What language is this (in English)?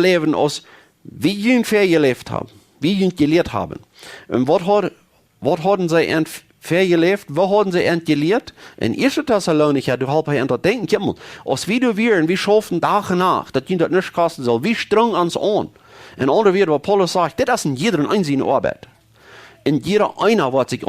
Plautdietsch